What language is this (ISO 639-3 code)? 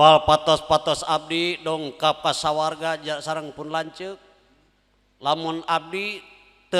sun